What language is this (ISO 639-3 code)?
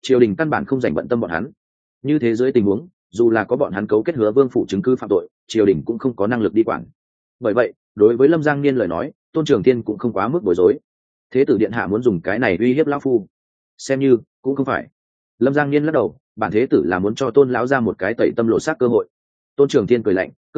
vie